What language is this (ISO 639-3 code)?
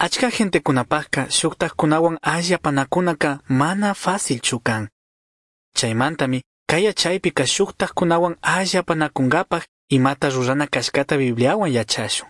qug